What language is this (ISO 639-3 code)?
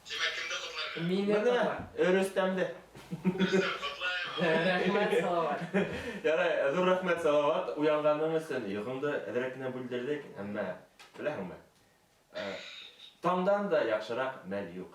bak